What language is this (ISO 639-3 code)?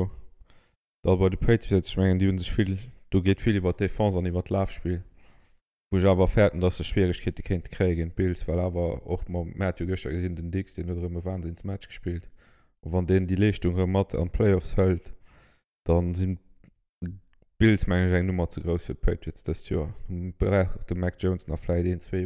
ltz